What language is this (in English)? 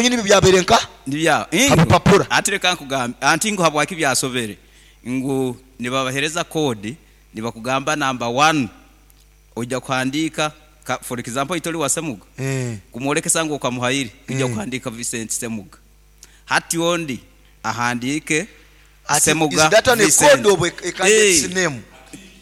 Nyoro